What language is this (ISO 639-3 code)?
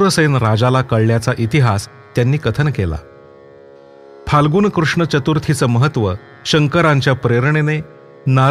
mar